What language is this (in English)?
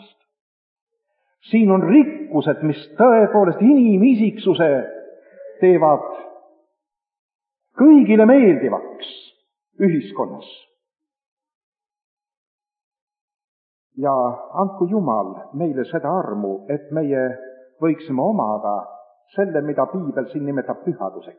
Estonian